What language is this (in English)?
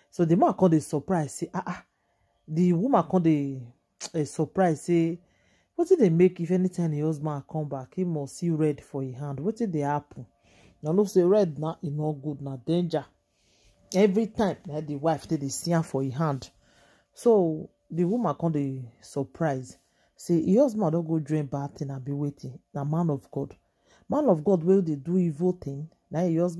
Nigerian Pidgin